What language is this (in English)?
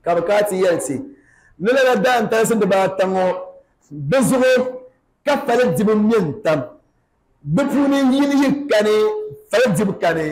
Dagbani